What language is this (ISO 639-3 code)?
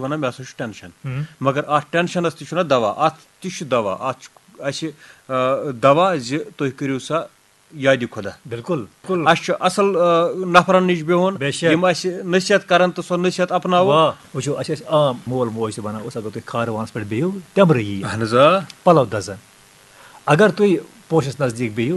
kas